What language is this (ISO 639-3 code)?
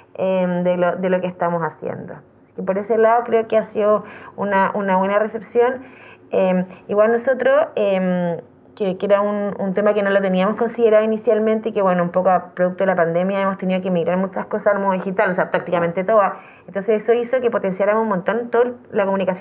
spa